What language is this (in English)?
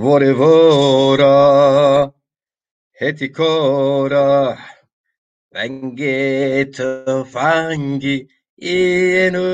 Zaza